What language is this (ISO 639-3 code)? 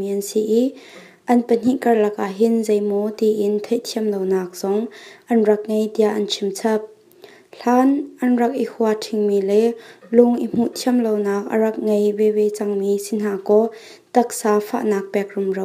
cnh